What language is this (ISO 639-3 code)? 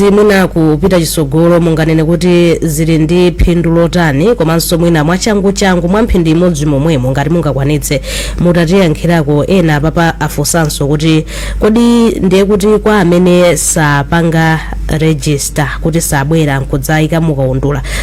nya